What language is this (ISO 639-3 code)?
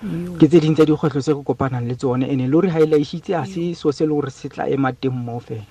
tsn